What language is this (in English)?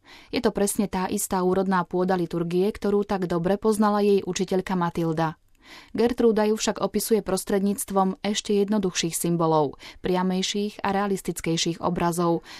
Slovak